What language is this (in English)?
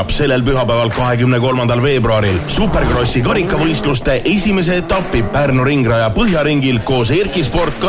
Estonian